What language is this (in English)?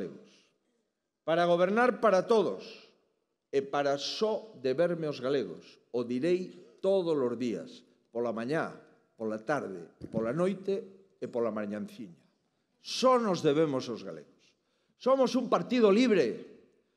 Galician